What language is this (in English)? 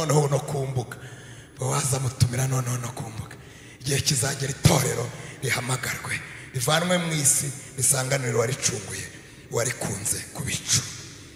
Kinyarwanda